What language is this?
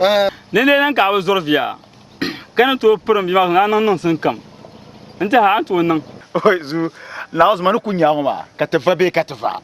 Dagbani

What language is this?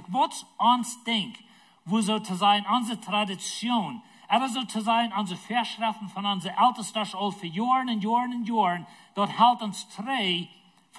Plautdietsch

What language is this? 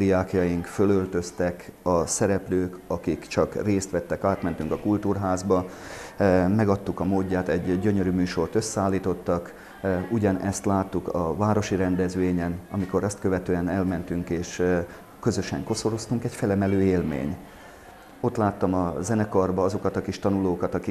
Hungarian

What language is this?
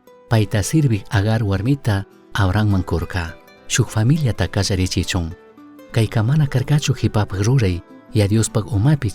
Chimborazo Highland Quichua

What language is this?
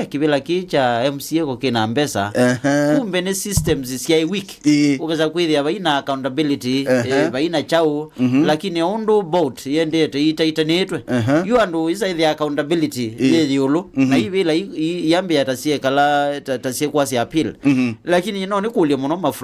Kamba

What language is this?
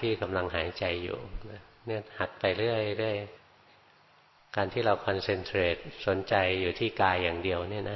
Thai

